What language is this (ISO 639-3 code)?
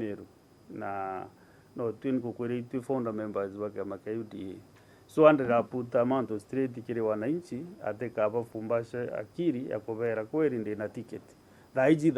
mer